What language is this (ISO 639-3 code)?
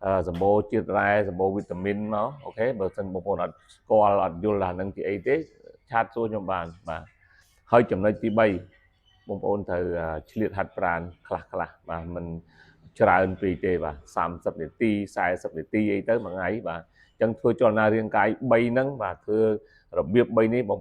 khm